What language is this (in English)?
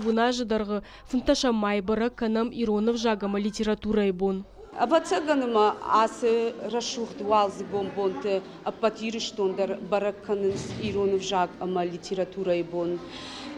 Ossetic